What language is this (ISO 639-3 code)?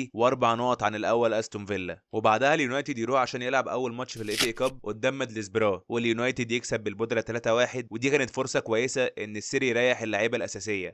arz